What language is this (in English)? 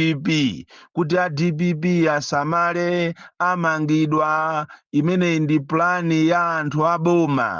Nyanja